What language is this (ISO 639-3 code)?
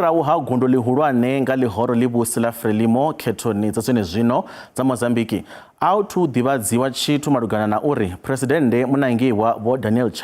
ven